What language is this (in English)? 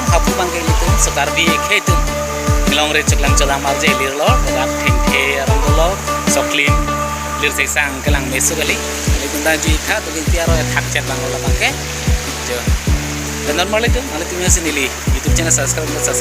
Karbi